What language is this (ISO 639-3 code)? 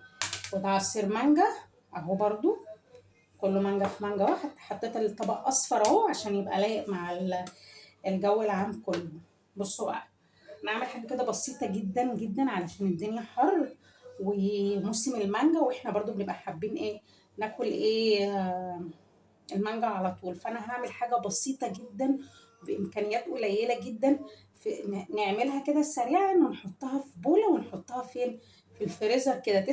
arz